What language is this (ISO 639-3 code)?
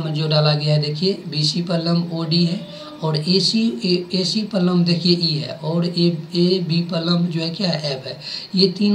hin